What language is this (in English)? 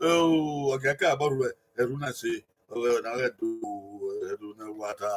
Bini